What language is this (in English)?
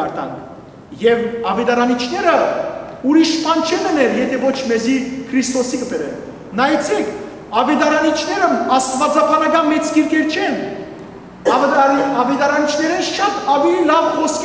Western Armenian